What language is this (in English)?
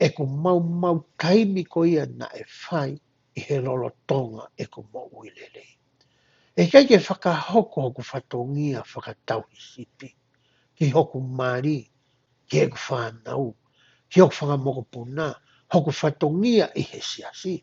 Tongan